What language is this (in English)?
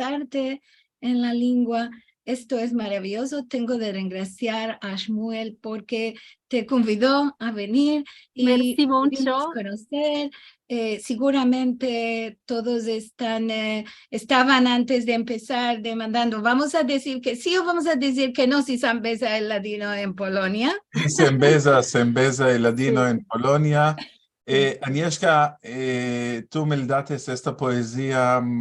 Ladino